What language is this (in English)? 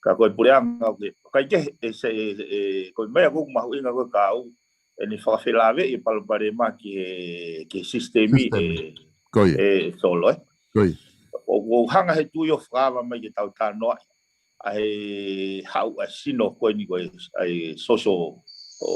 Tongan